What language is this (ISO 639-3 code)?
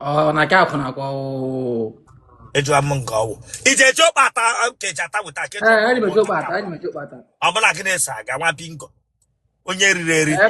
ibo